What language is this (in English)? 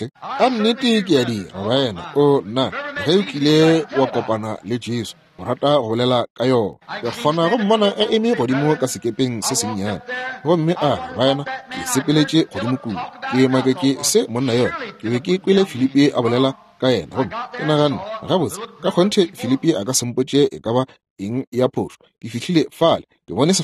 Northern Sotho